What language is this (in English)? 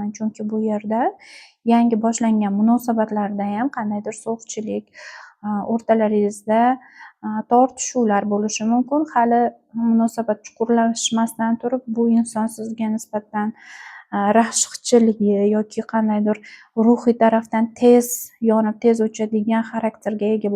Uzbek